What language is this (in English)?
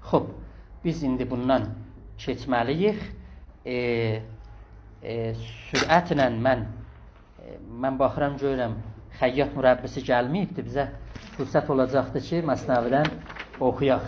South Azerbaijani